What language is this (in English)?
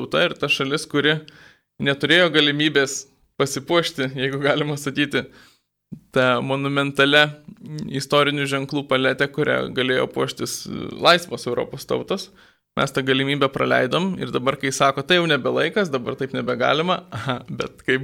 Lithuanian